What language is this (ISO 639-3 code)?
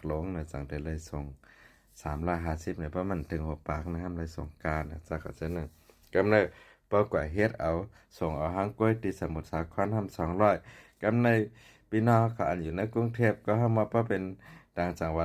shn